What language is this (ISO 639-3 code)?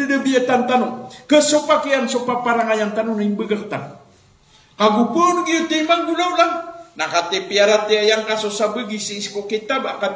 mrw